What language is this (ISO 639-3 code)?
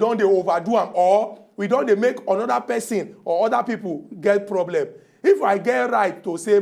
pcm